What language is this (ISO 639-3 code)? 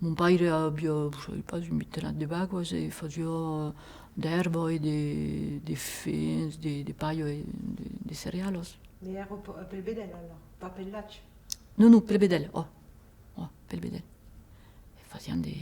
oci